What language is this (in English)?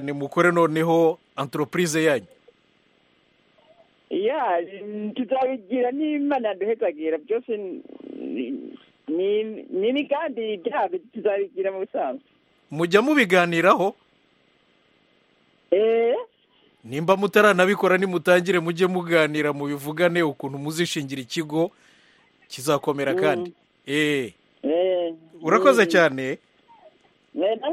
Kinyarwanda